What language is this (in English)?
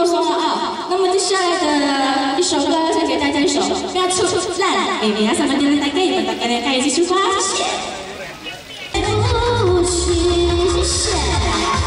Chinese